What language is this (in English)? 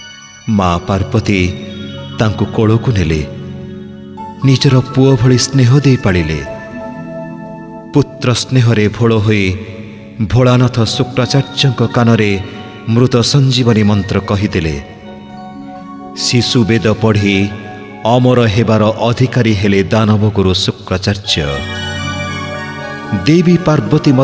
Odia